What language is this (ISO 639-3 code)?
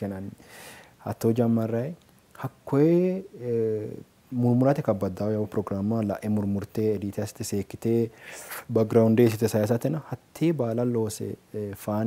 sid